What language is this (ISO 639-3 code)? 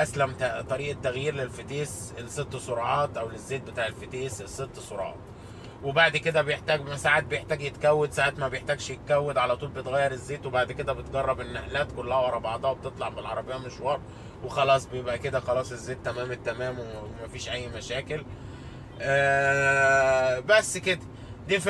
arz